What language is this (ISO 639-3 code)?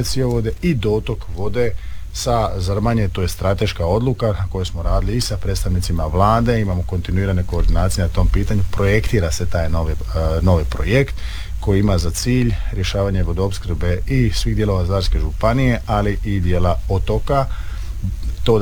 hrv